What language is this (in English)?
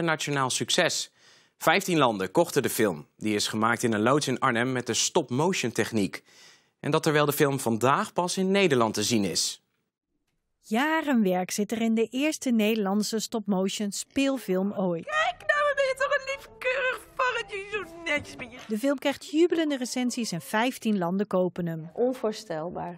Dutch